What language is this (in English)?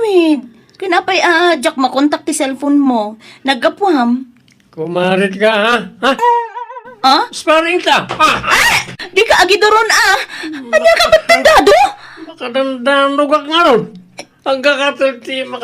Iloko